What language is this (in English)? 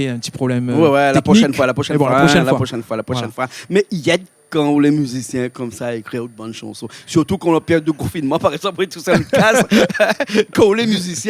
Réunion Creole French